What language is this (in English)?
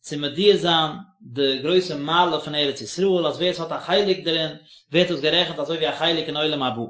Yiddish